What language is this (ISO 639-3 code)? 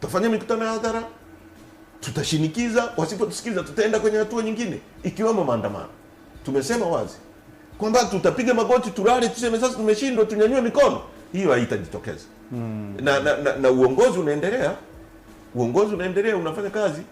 swa